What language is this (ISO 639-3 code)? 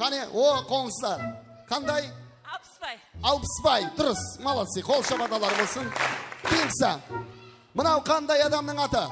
kaa